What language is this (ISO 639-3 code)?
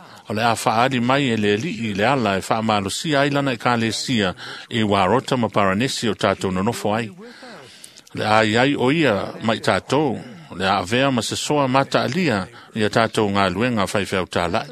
smo